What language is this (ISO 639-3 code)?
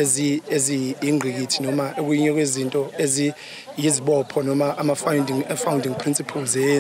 zul